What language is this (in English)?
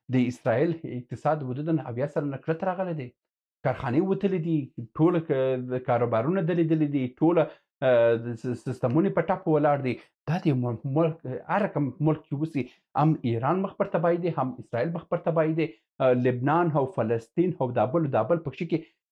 Pashto